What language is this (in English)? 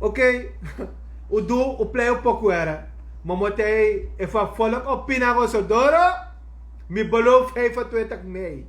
Sranan Tongo